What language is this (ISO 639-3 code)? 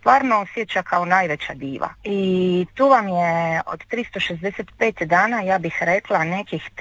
hrv